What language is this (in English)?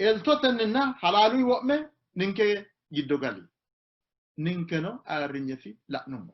Sidamo